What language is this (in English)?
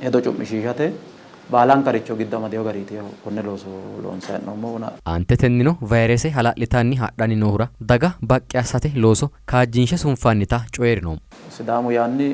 Sidamo